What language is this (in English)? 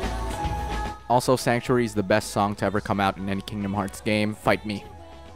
English